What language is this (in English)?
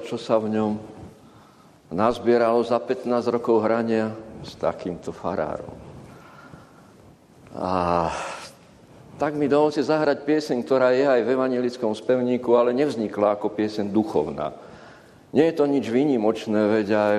Slovak